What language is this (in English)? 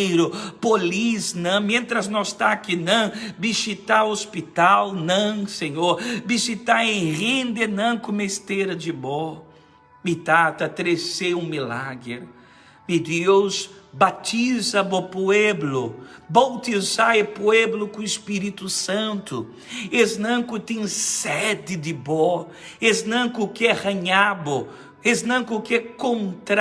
Papiamento